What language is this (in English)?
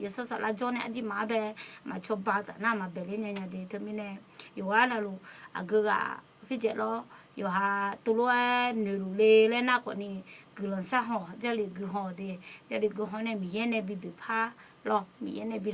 Akha